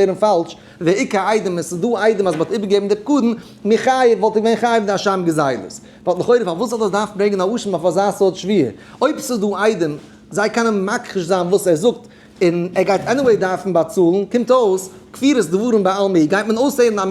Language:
Yiddish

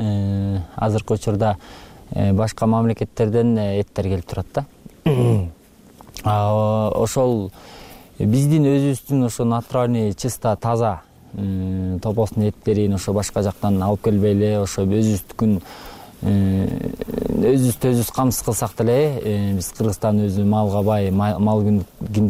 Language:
Kyrgyz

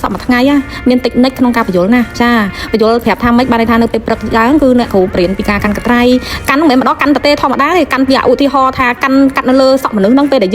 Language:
Khmer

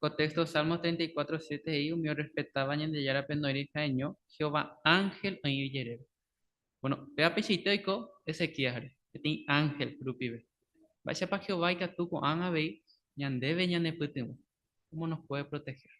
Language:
Guarani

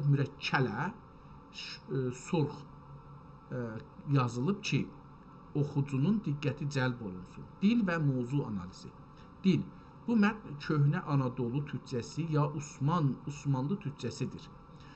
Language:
South Azerbaijani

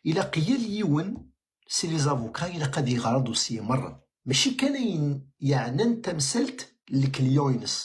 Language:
Kabyle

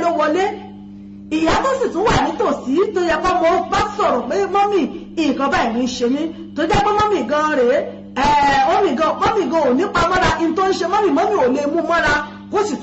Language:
Yoruba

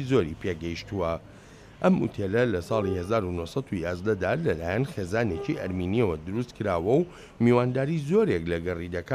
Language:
Central Kurdish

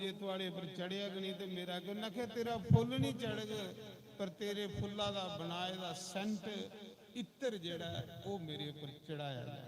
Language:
Dogri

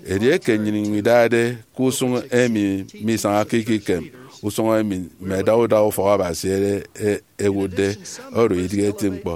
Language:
Efik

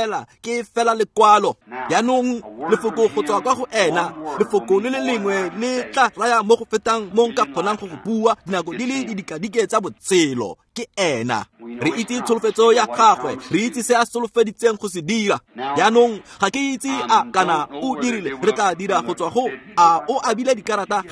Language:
Tswana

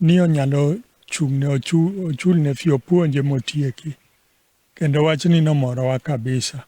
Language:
Luo (Kenya and Tanzania)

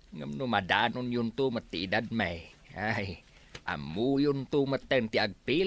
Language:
Iloko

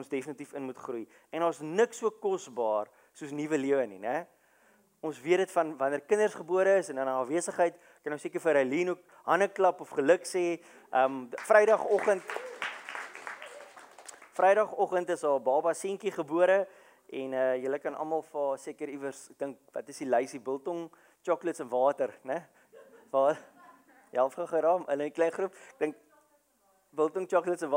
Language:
Afrikaans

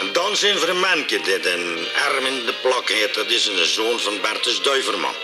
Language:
Limburgish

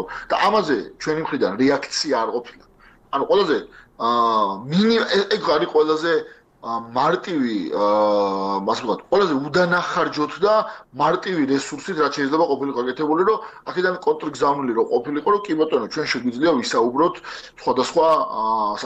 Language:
Georgian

